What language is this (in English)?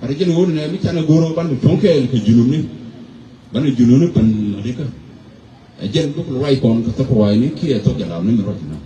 Nuer